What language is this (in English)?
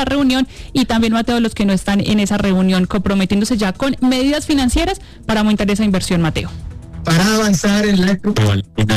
Spanish